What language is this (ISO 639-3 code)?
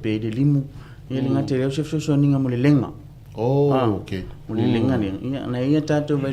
smo